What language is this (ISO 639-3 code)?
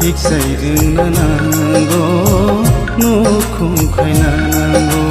trp